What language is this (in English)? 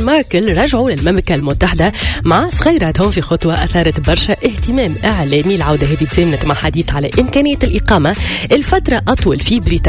Tunisian Arabic